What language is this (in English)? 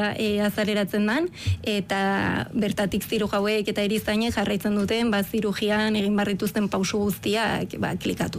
Basque